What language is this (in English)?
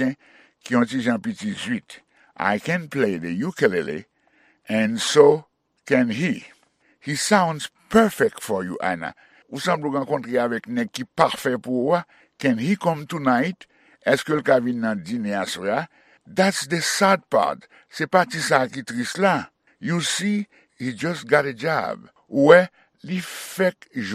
Haitian Creole